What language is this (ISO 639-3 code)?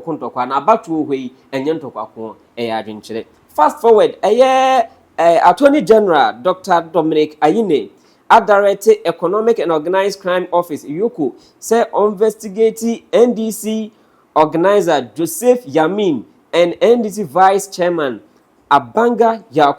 aka